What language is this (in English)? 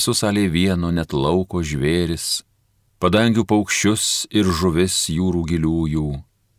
Lithuanian